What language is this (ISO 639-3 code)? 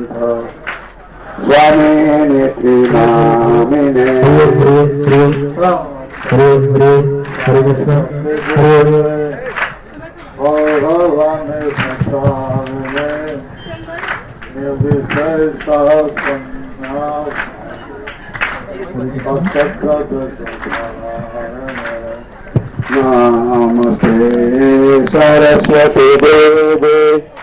ori